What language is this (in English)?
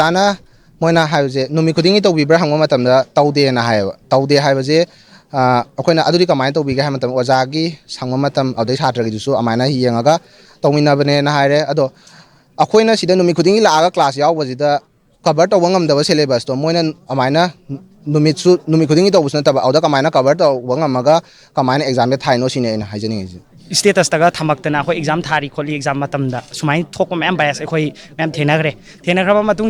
Manipuri